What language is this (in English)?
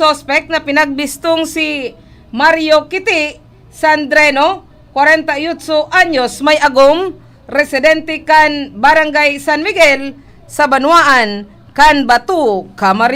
Bikol